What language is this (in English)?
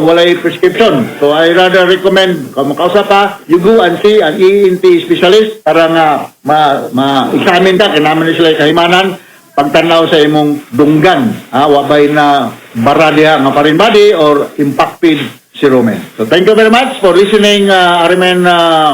Cebuano